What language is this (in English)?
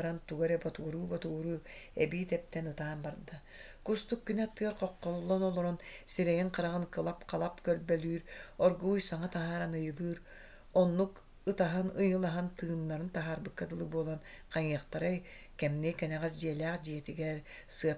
Yakut